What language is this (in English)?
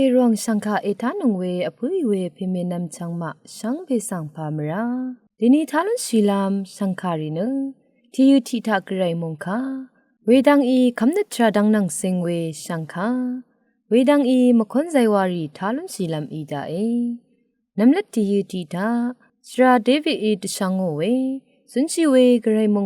Rawang